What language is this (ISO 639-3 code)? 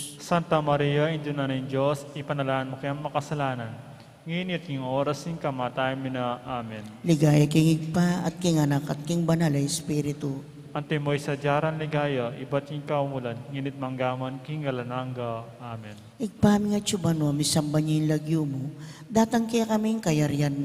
pam